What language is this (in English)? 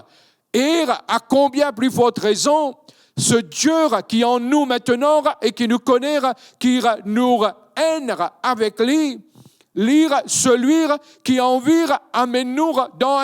Morisyen